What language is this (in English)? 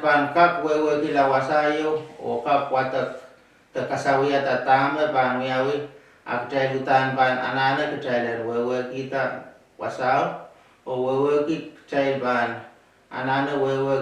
Pohnpeian